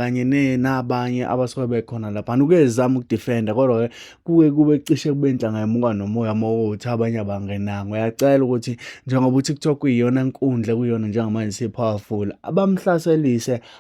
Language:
Zulu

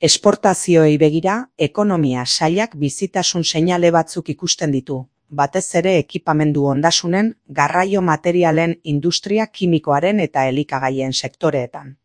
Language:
Basque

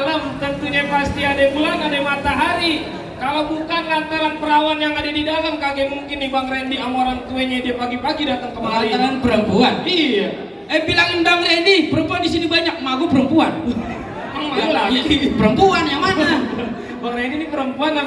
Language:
Betawi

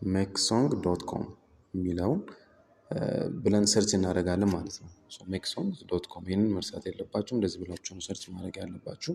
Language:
Amharic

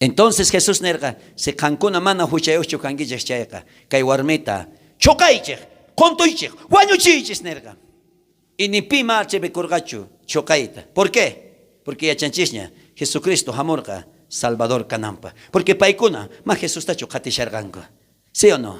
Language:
South Bolivian Quechua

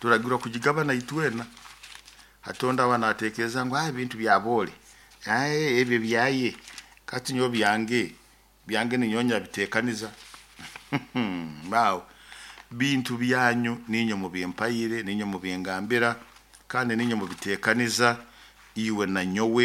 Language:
Nyoro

